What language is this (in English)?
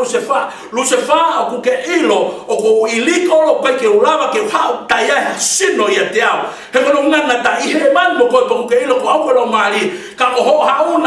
Tongan